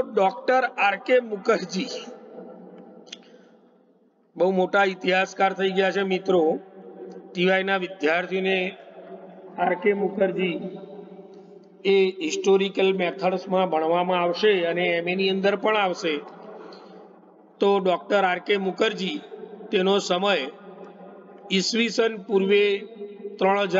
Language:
Gujarati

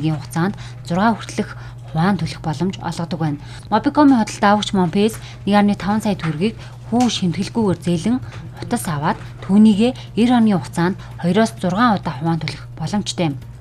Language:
Mongolian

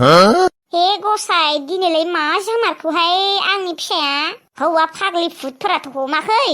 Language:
Bodo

